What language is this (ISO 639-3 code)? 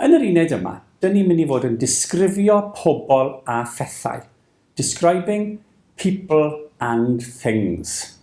cym